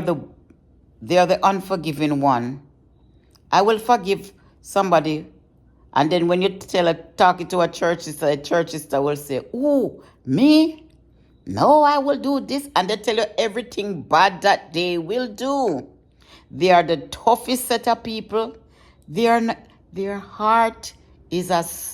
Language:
Jamaican Creole English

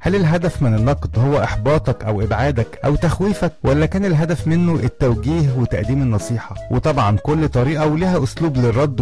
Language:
Egyptian Arabic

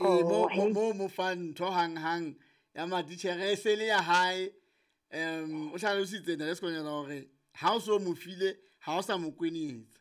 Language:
Southern Sotho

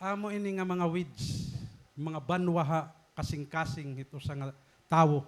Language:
Waray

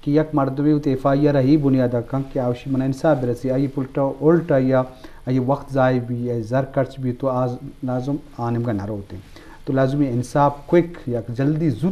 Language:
Eastern Balochi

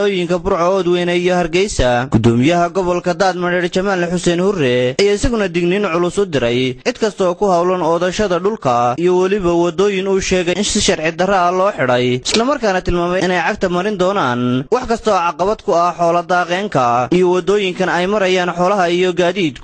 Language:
Somali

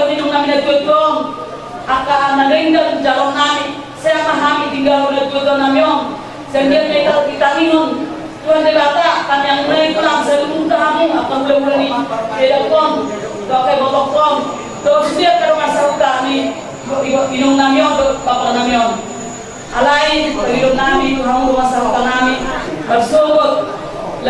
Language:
Batak Toba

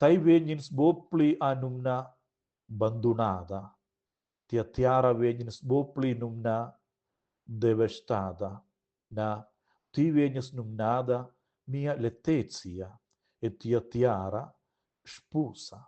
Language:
Romansh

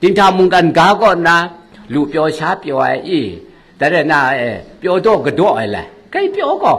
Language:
Kachin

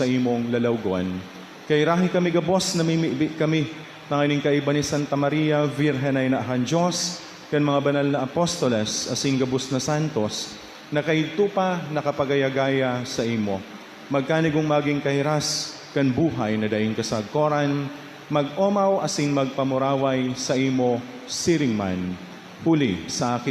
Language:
Bikol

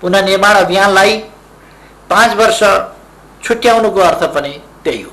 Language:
Nepali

